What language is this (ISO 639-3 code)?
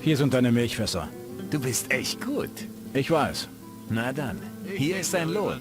bar